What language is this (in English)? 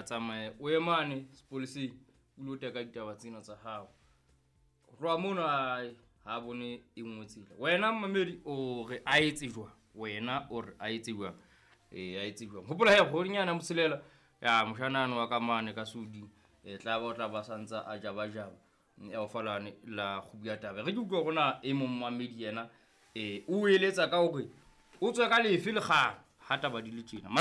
Southern Sotho